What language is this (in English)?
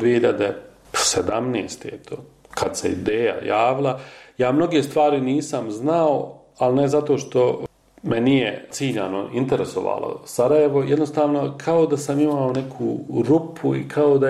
Bosnian